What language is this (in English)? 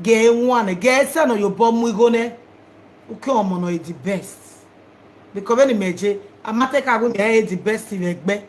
Nigerian Pidgin